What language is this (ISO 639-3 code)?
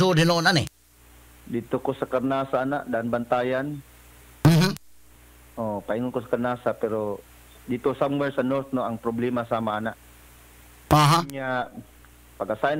ceb